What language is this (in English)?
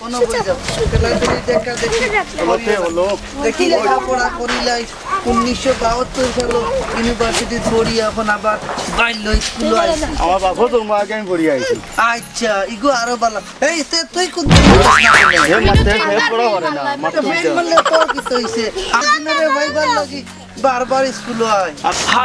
Sylheti